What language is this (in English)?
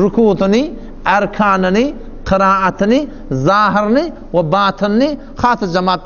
Turkmen